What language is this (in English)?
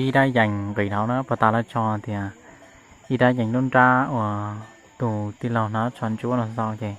Hmong